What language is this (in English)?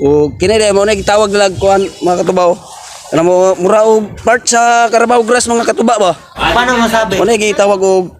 Cebuano